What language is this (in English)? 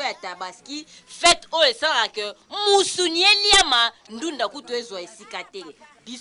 Lingala